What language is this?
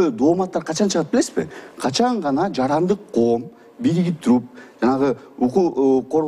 Kyrgyz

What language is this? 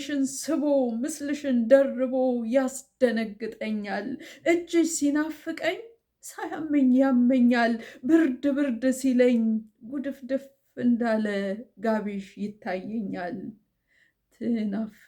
Amharic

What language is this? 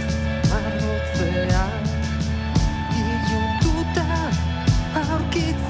Basque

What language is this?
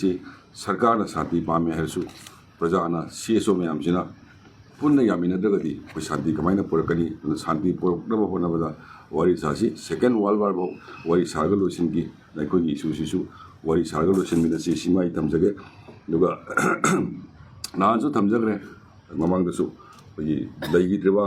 Manipuri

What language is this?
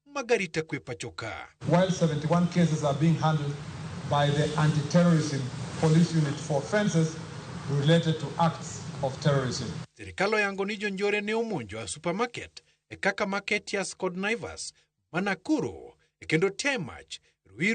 Luo (Kenya and Tanzania)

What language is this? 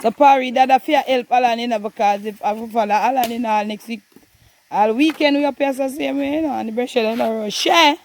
Jamaican Creole English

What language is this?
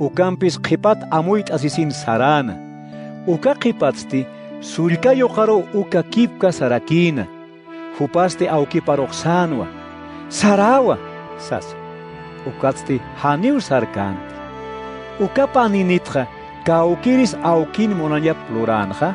Aymara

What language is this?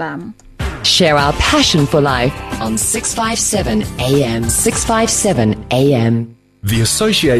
English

